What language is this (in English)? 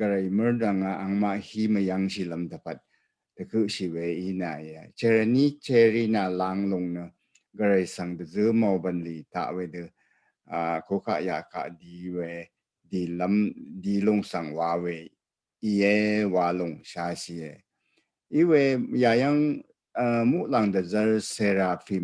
Rawang